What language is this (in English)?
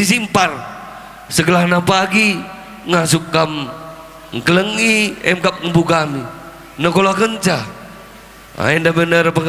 Batak Karo